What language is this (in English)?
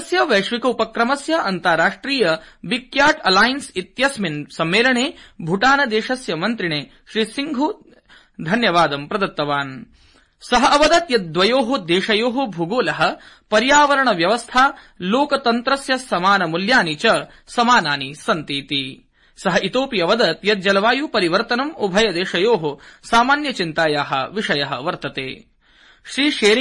Sanskrit